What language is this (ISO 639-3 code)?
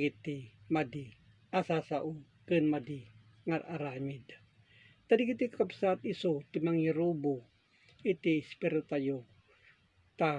ilo